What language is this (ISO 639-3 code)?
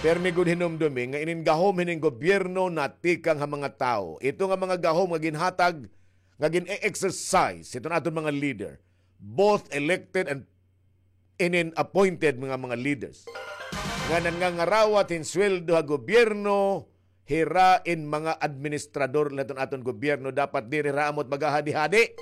war